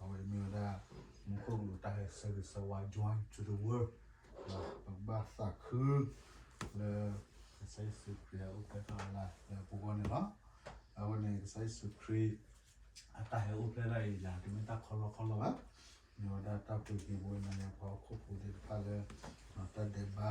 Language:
S'gaw Karen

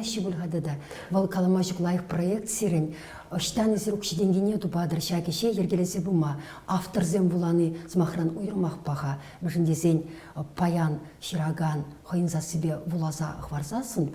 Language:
Chuvash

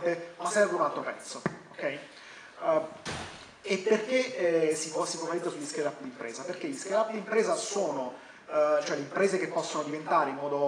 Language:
Italian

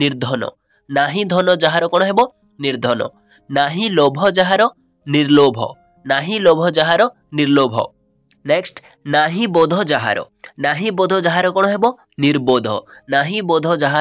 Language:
Odia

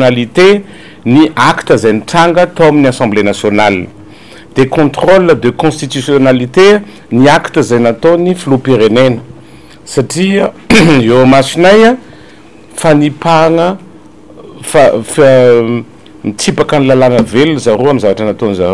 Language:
Malagasy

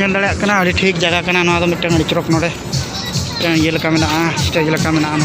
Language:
Santali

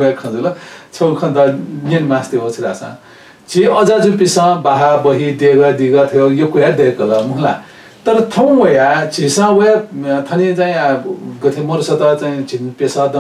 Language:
Newari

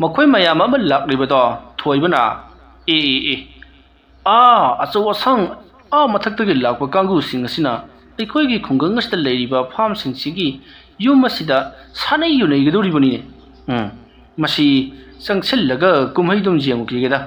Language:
Manipuri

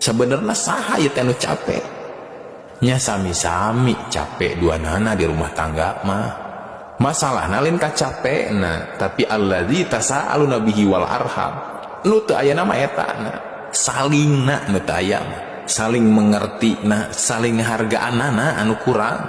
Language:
Sundanese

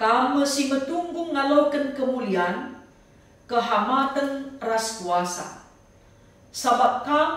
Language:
Batak Karo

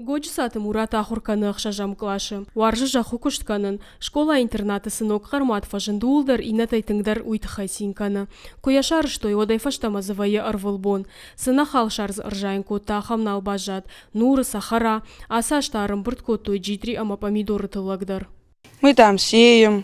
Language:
Ossetic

